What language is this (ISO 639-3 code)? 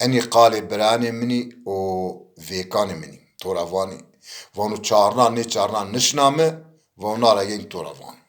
zza